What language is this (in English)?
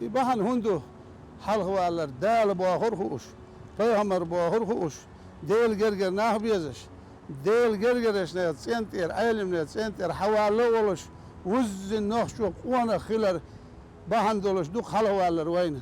Chechen